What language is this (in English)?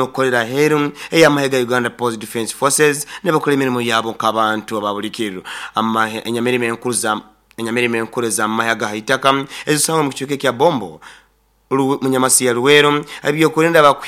Nyoro